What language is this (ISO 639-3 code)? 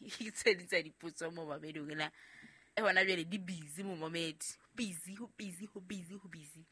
sot